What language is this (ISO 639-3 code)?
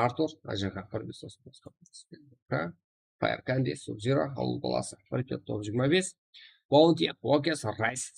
kaa